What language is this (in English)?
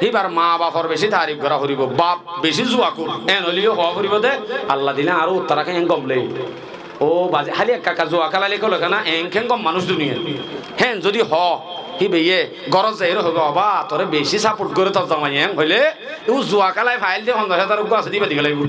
Rohingya